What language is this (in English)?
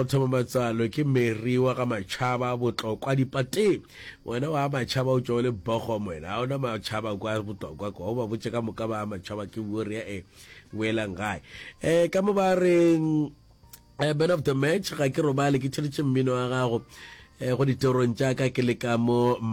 Northern Sotho